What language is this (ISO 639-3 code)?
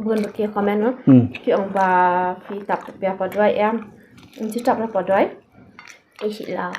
kha